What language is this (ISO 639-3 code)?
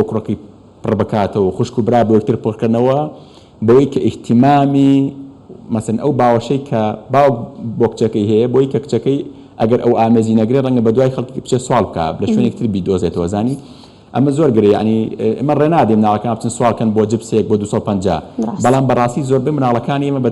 ckb